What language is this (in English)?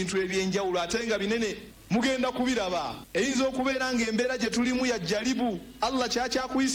Ganda